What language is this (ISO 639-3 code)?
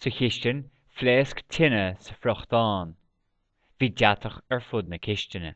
gle